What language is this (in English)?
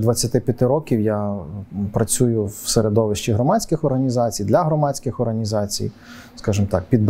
Ukrainian